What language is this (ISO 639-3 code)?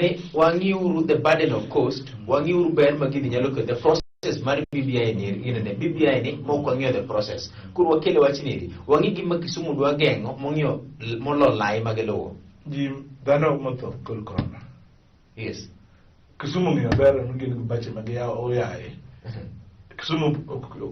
luo